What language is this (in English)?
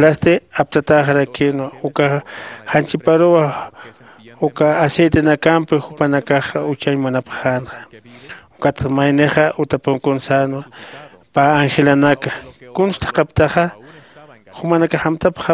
Aymara